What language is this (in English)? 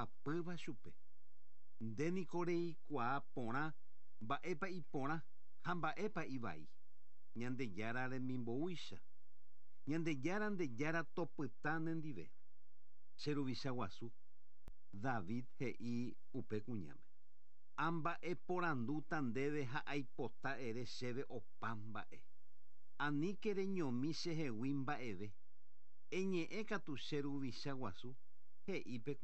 Guarani